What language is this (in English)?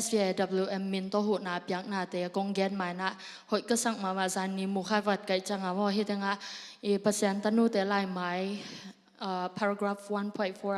Tedim Chin